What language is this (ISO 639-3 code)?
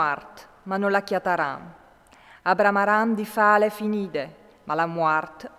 fur